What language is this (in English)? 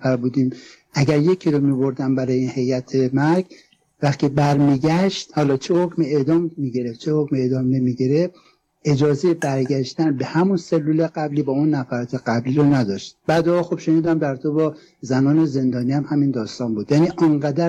Persian